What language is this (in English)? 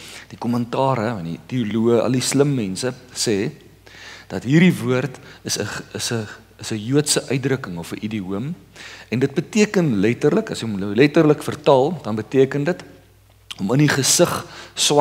Afrikaans